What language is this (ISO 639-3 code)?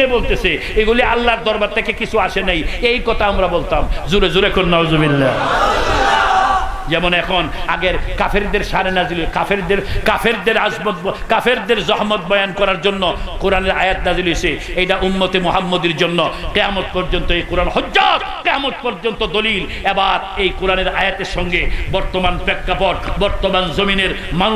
ben